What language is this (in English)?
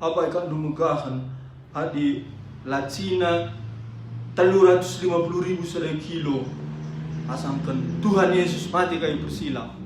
Batak Karo